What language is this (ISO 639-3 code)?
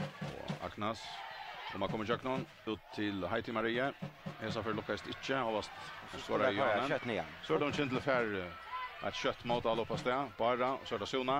fao